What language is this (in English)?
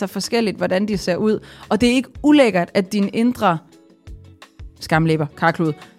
Danish